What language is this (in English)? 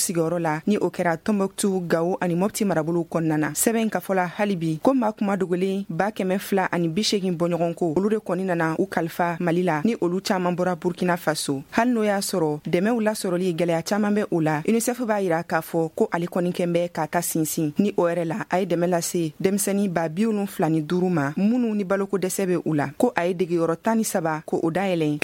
Bambara